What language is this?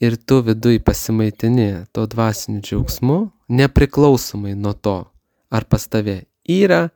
Lithuanian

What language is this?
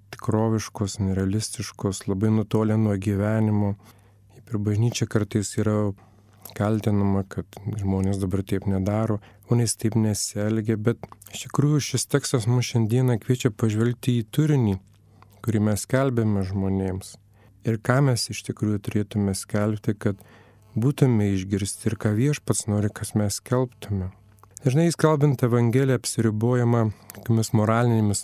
Lithuanian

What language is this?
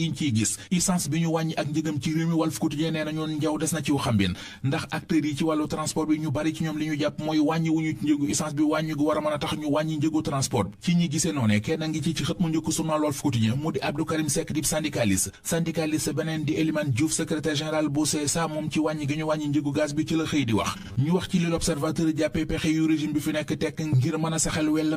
Wolof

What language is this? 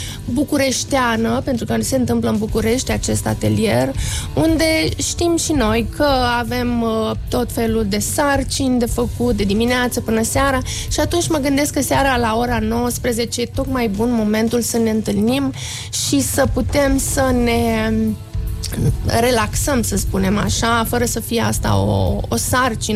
Romanian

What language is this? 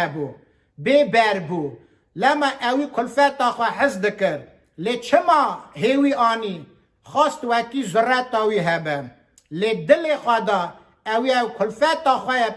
Kurdish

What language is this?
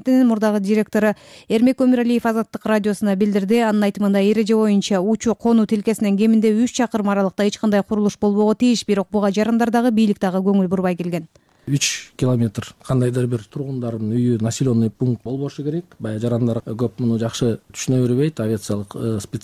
Kyrgyz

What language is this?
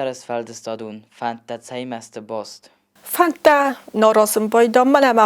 Ossetic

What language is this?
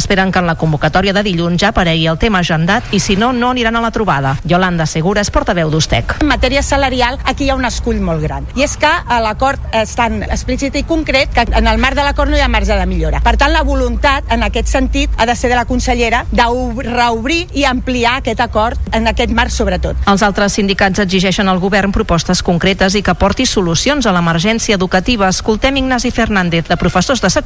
Catalan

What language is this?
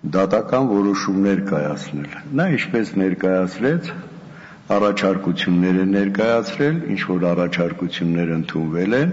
Armenian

